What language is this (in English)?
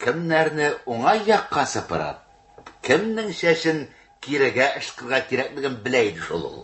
Tatar